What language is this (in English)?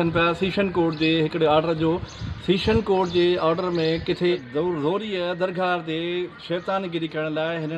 Sindhi